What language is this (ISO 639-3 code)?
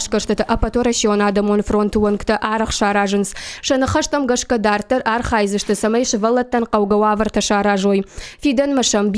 oss